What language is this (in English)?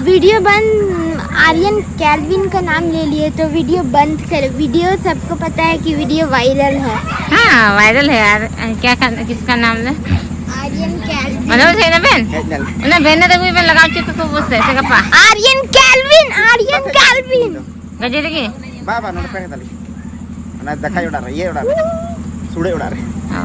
Santali